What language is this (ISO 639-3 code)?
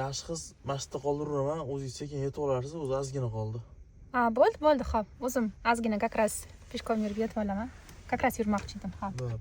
uzb